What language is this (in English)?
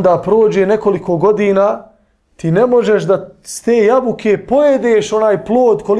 Bosnian